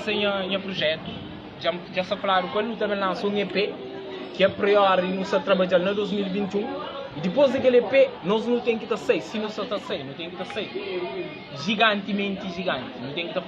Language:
Kabuverdianu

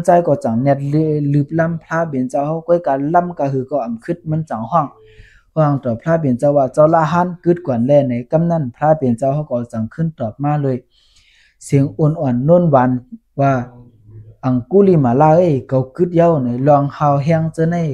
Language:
Shan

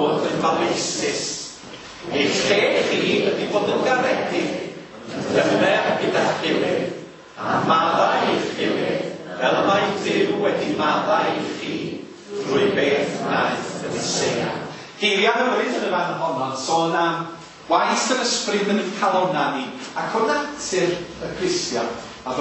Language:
Welsh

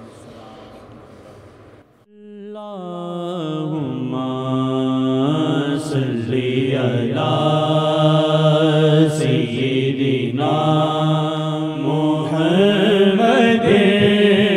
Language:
Urdu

